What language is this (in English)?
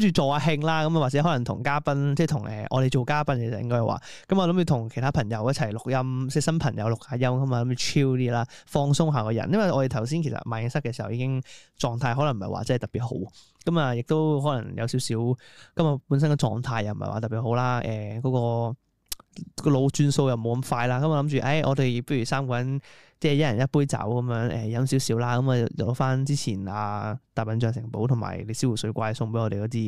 Cantonese